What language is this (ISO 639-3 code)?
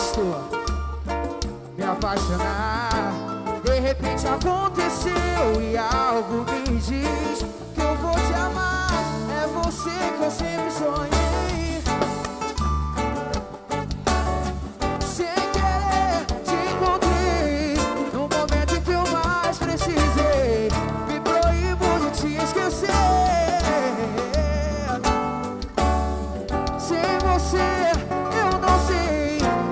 por